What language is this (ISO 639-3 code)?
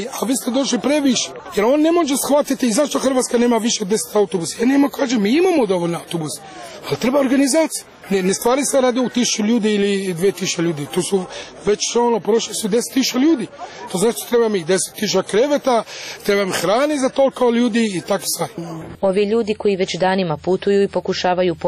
hrv